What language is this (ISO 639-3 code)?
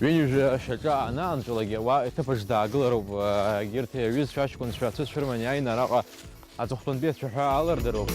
abk